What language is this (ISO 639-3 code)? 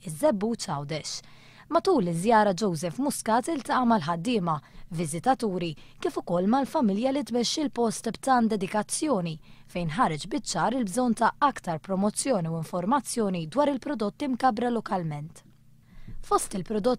mlt